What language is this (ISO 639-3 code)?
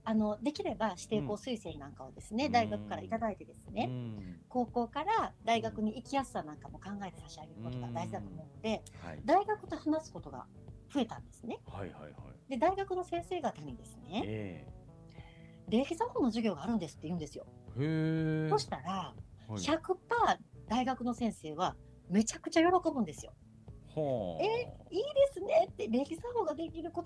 jpn